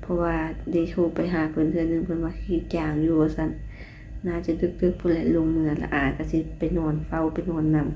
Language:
Lao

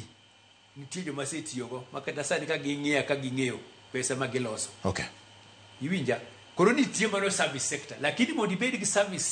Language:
Luo (Kenya and Tanzania)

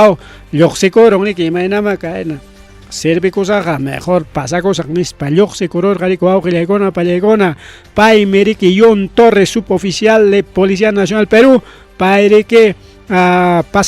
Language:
Ayacucho Quechua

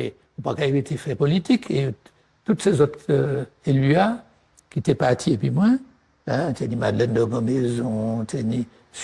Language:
Guadeloupean Creole French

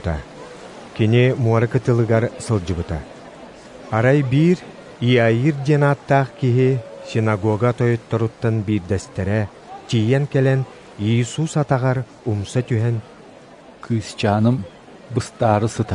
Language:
Yakut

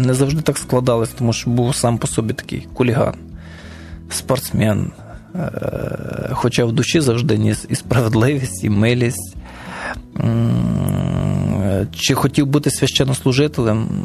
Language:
Ukrainian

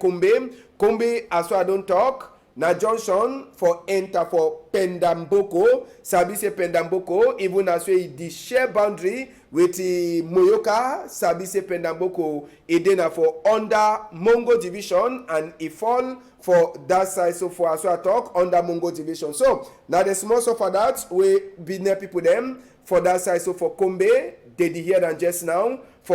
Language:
Cameroon Pidgin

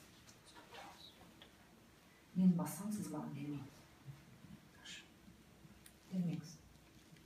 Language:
Kazakh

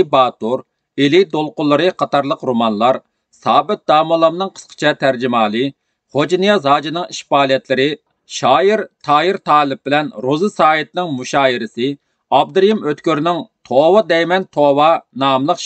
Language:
Uyghur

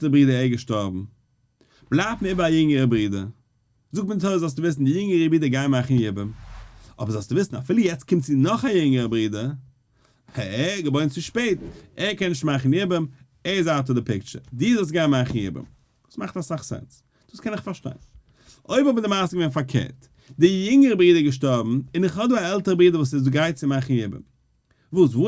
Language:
Yiddish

